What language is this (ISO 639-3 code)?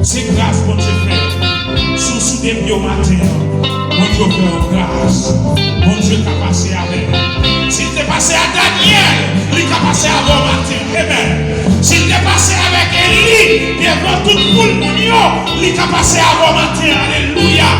hat